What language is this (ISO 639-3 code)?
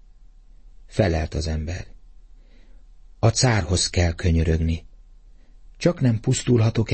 hun